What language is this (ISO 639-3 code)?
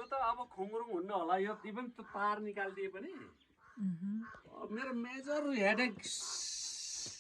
nep